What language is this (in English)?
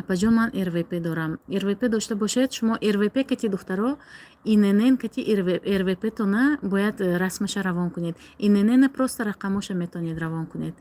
Tajik